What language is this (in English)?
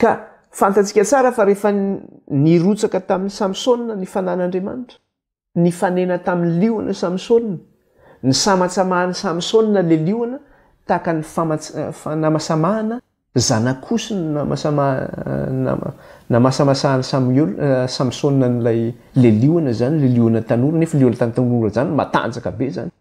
Malagasy